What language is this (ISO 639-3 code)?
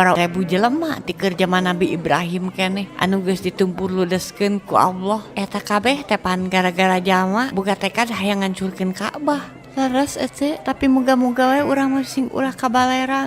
sun